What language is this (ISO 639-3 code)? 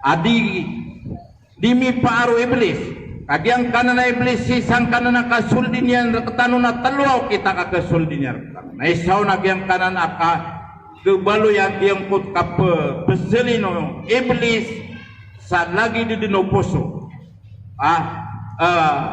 mrw